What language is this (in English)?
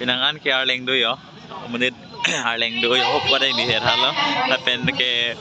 Karbi